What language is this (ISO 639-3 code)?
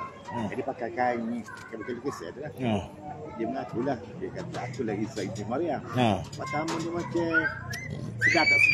msa